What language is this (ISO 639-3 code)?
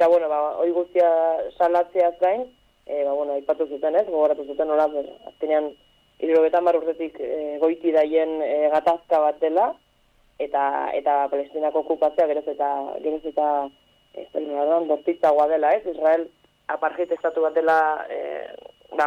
eus